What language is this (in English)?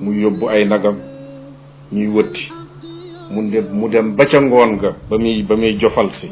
Wolof